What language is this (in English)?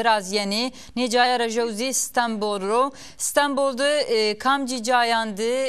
Zaza